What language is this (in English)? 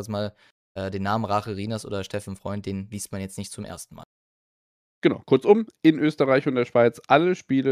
German